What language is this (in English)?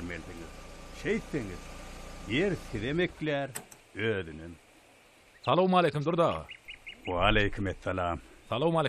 Turkmen